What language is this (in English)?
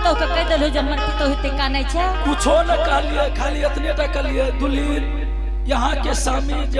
Angika